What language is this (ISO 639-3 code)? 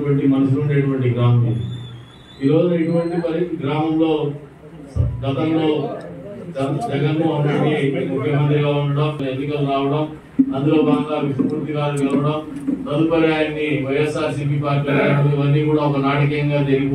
tel